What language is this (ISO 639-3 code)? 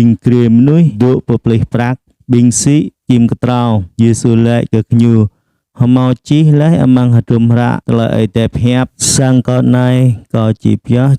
jra